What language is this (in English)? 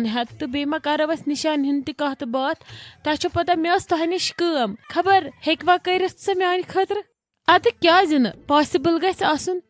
Kashmiri